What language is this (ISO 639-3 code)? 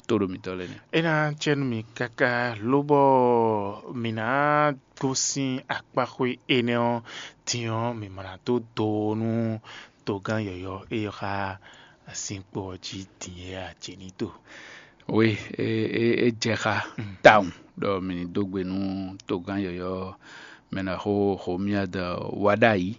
fon